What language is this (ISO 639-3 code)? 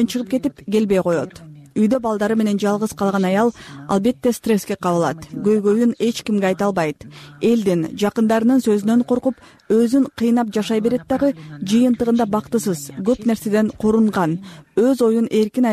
kir